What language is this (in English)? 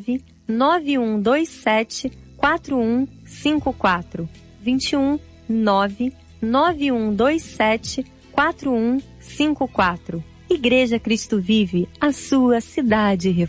Portuguese